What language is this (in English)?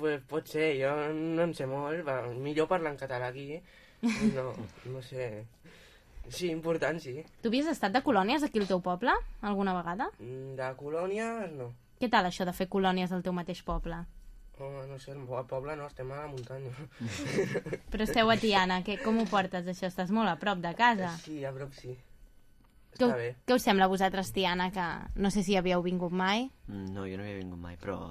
Catalan